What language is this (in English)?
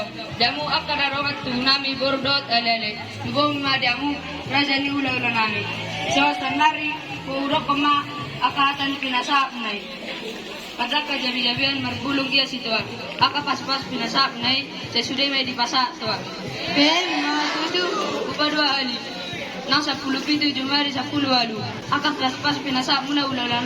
Batak Toba